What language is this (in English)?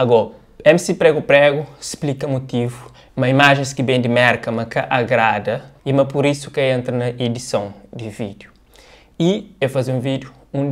Kabuverdianu